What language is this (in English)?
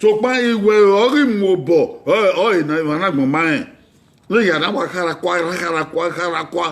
Bini